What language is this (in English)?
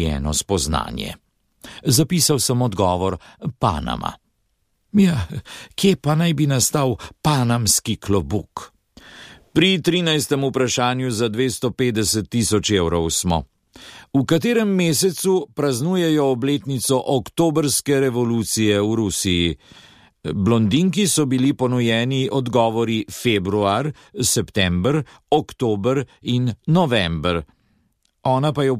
Slovenian